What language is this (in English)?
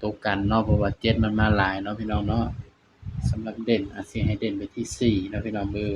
Northeastern Thai